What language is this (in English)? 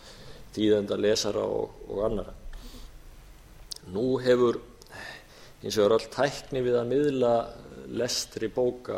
Icelandic